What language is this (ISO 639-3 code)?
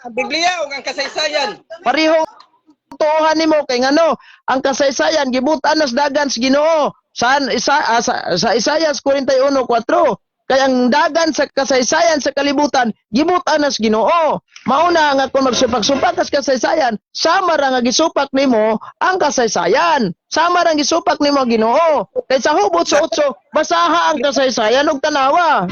ceb